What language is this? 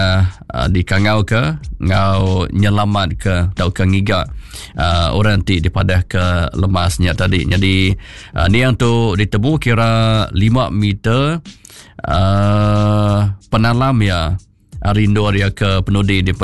Iban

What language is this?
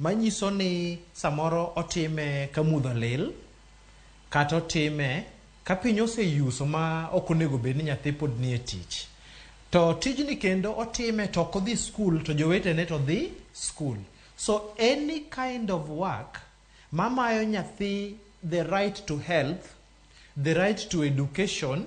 Luo (Kenya and Tanzania)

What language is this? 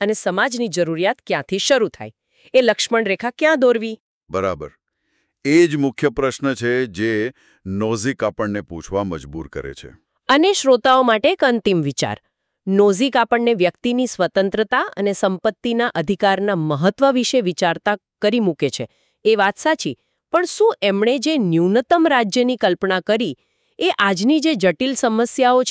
Gujarati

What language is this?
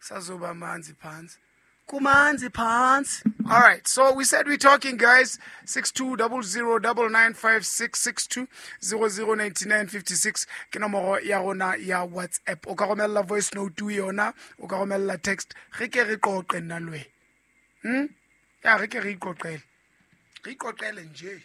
Southern Sotho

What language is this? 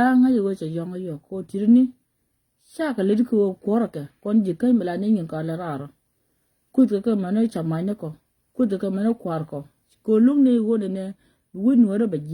Nuer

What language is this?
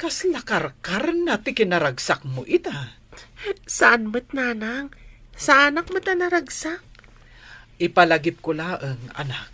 Iloko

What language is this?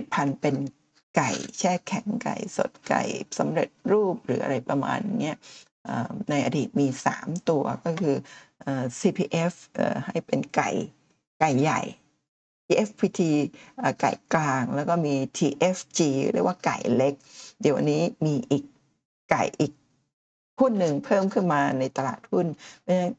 Thai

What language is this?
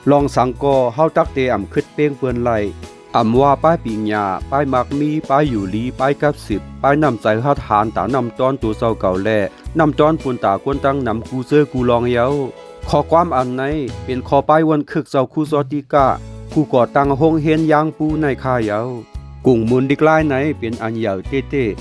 Shan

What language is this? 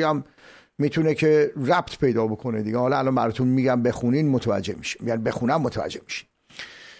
Persian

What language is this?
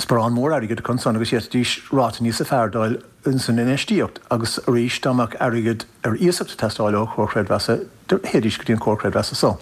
Irish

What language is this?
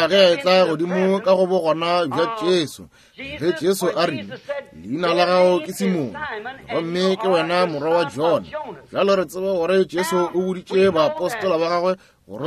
Northern Sotho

